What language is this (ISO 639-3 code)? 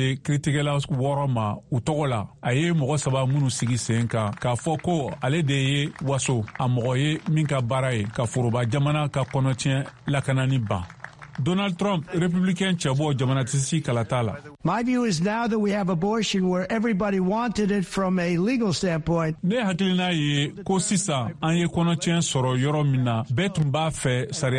bam